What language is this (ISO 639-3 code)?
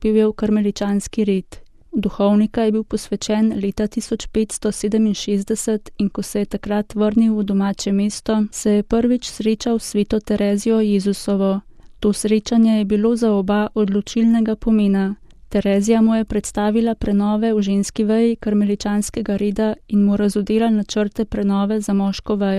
slv